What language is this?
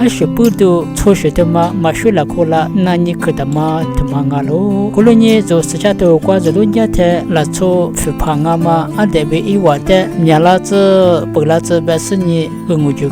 Lisu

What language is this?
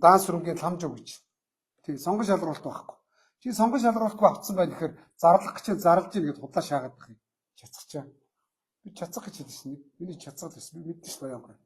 Mongolian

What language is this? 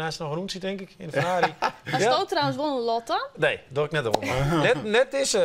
Western Frisian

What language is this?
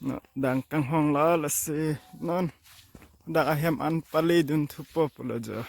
Karbi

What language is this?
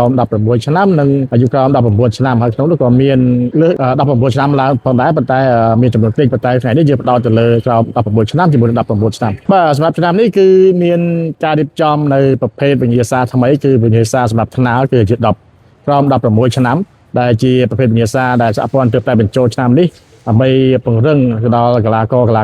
Khmer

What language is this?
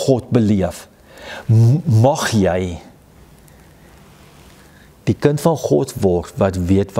Afrikaans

